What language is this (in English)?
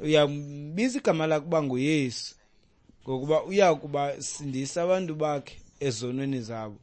Xhosa